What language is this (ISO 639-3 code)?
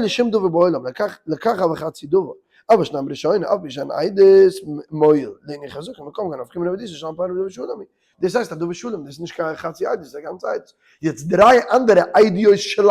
yid